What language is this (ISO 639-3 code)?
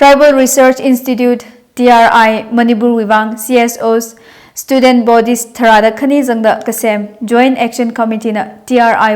nmf